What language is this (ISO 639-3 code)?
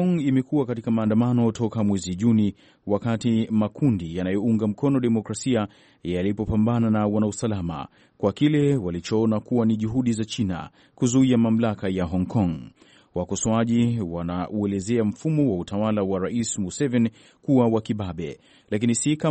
swa